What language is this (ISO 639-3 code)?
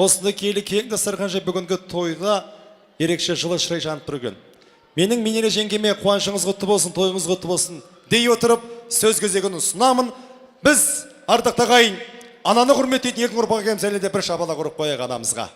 kaz